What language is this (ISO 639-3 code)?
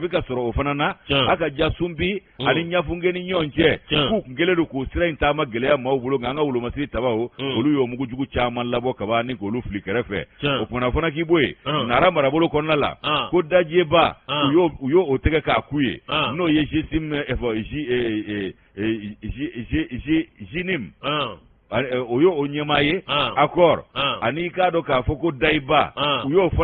bam